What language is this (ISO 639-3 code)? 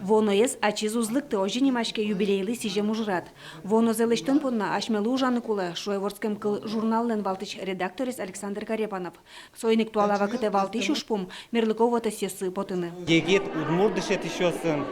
udm